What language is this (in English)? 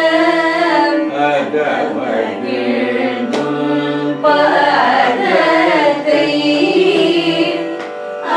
Tamil